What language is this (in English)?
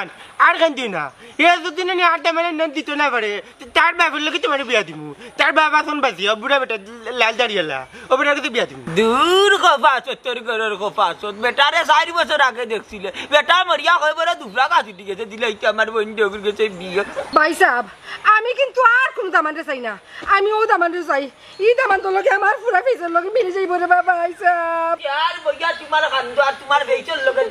Sylheti